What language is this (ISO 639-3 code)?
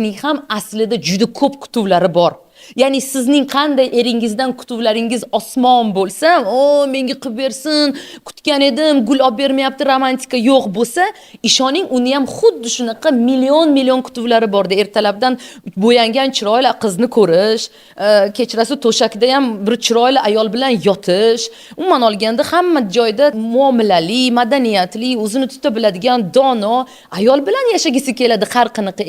uzb